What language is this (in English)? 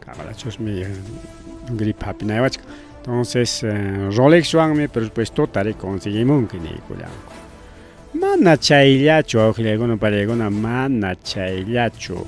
Ayacucho Quechua